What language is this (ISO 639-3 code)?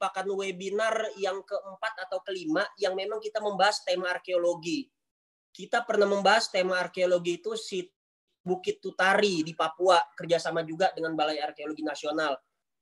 ind